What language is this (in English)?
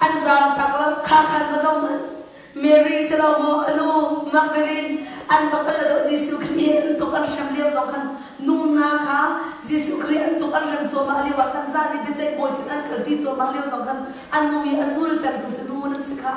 Hakha Chin